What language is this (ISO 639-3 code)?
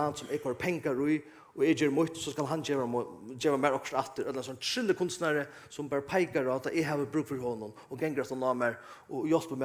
fao